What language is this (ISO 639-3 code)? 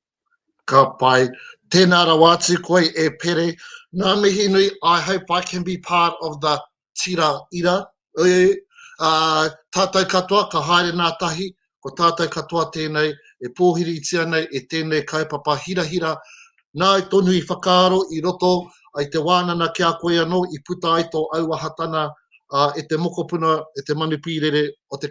mri